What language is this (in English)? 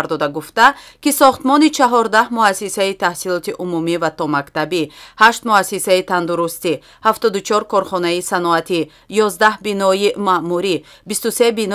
Tajik